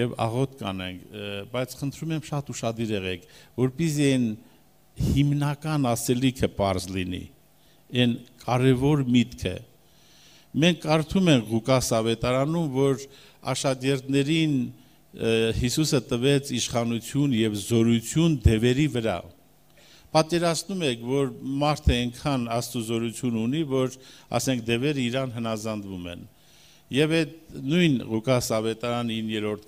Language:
Armenian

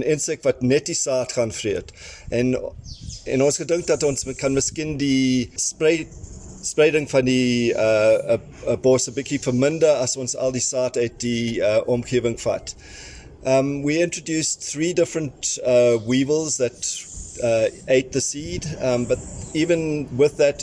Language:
Afrikaans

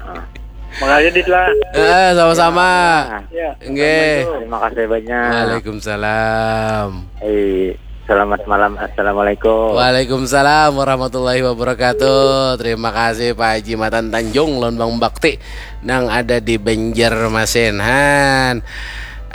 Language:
Banjar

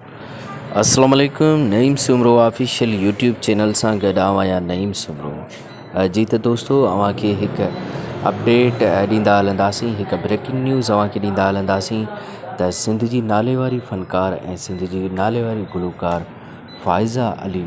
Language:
Sindhi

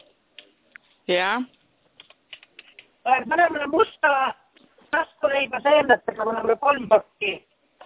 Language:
Estonian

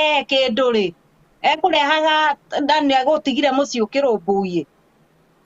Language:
Kikuyu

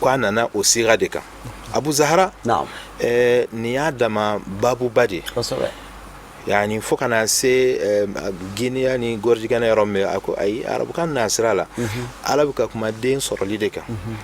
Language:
Bambara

